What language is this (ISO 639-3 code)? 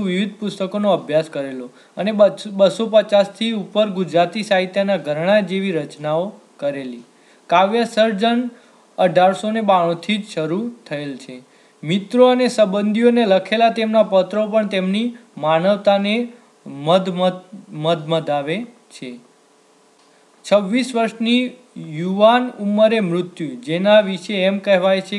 guj